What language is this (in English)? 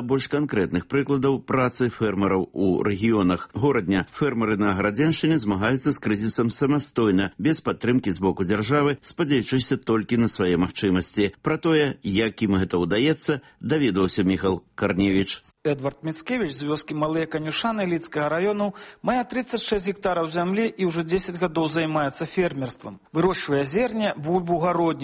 Belarusian